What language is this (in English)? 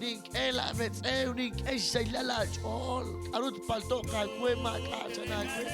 Kekchí